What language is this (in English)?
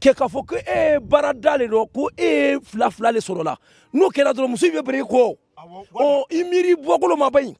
Bambara